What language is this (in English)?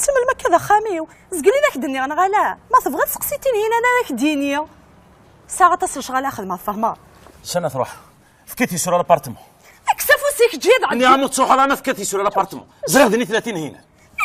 Kabyle